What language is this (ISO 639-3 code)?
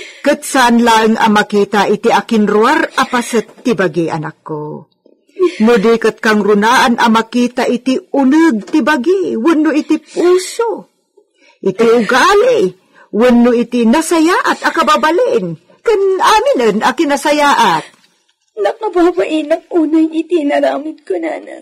ilo